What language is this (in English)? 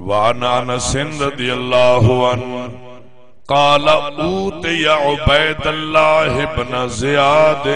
Saraiki